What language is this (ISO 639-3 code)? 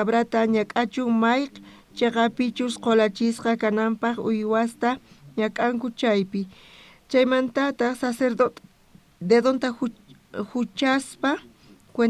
quh